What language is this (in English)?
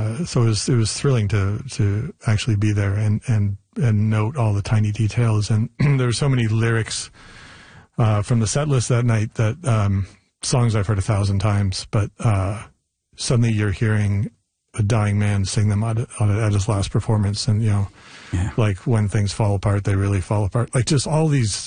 English